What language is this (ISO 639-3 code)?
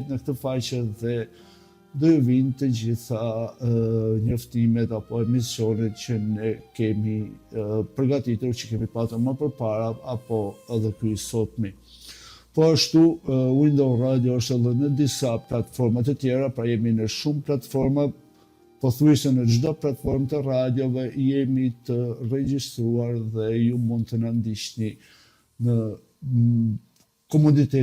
sqi